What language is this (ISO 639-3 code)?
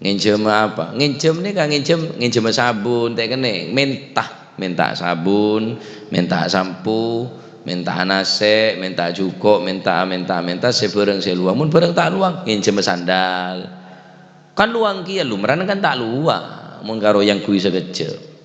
mad